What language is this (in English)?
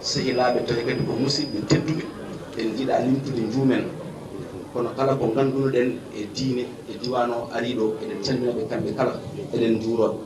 Fula